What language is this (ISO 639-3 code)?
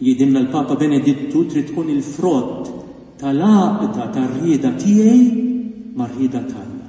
mlt